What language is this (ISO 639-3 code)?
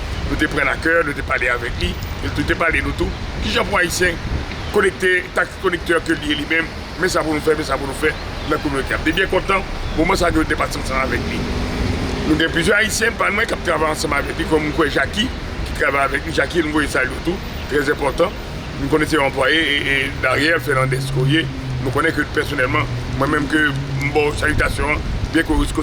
hat